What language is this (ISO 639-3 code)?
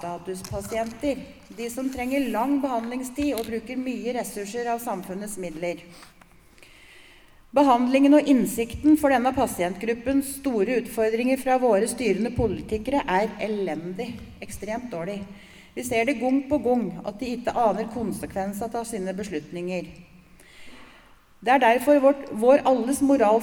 nor